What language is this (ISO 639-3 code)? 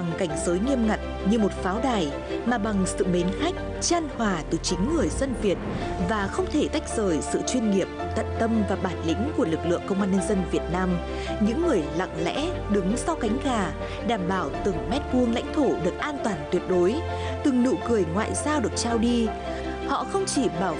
vie